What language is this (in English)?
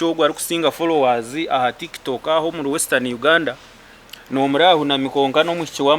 Nyankole